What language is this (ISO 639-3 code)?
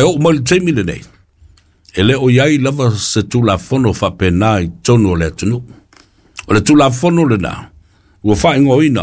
smo